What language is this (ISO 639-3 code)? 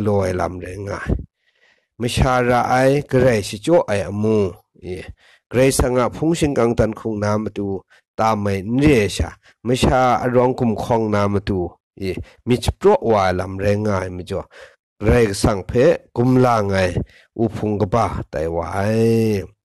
kac